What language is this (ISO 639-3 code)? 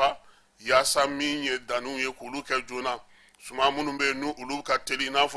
bam